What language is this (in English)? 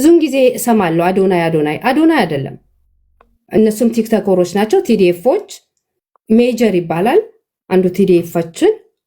Amharic